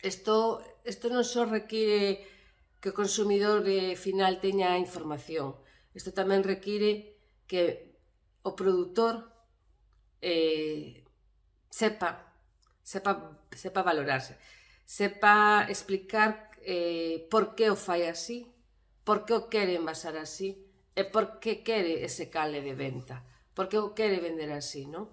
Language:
Galician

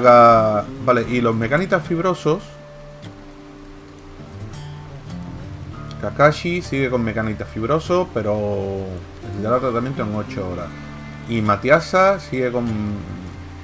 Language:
Spanish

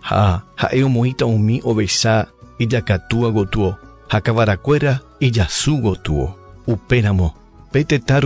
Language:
Guarani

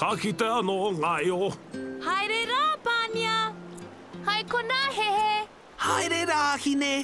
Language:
Māori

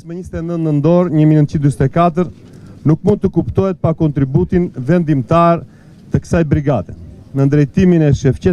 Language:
Albanian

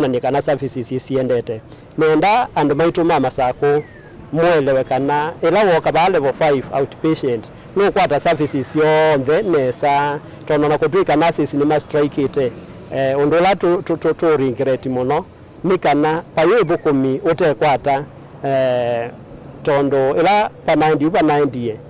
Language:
Kamba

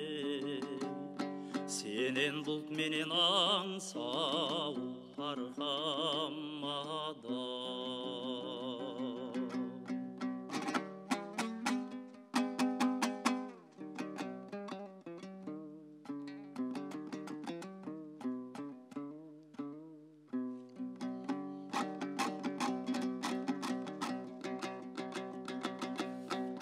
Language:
Kazakh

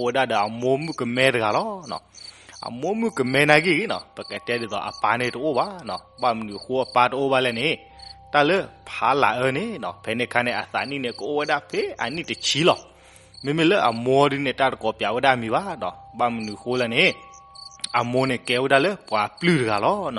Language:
S'gaw Karen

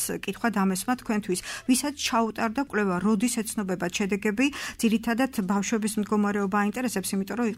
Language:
Georgian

